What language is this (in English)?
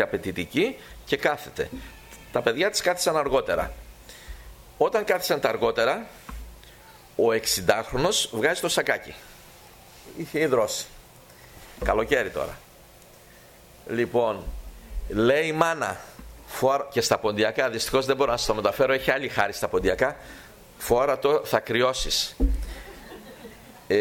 Greek